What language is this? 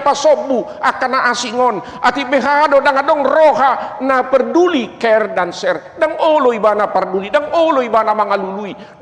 Batak Toba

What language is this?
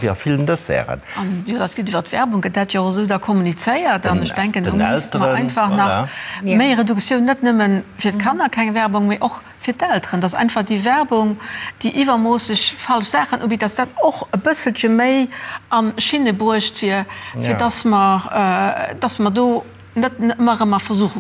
Luxembourgish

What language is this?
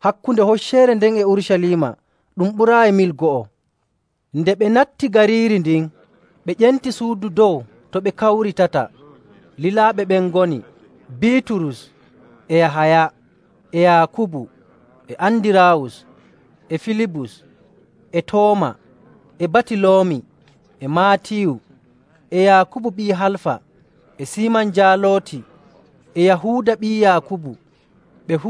Nigerian Fulfulde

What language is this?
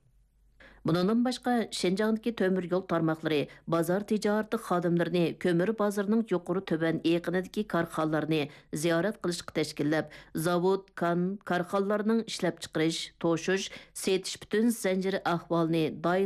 Uyghur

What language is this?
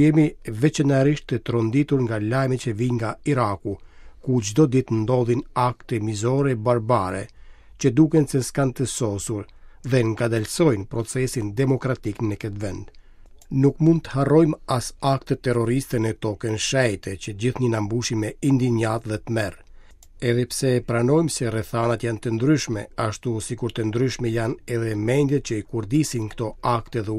Albanian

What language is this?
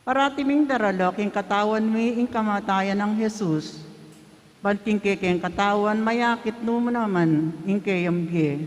Pampanga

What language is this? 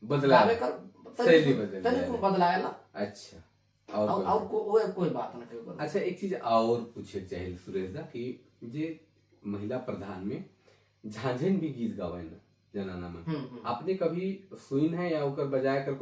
Sadri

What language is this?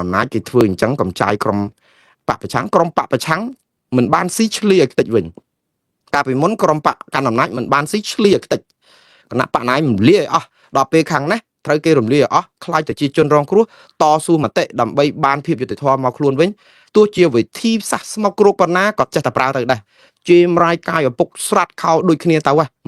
Khmer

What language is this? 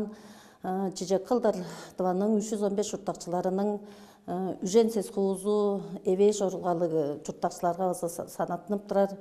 Tuvinian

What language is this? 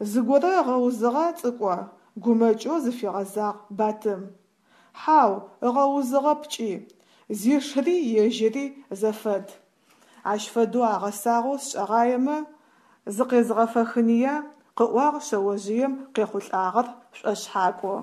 Adyghe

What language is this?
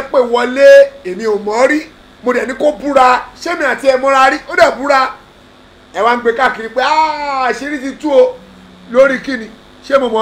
Yoruba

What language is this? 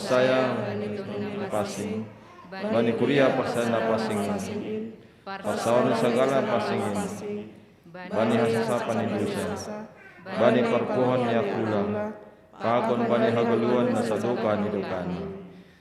Batak Simalungun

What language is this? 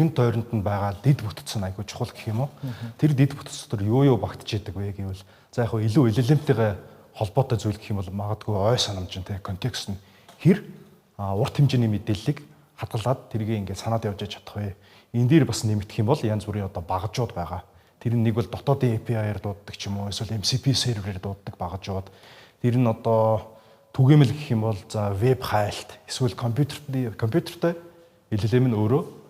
Mongolian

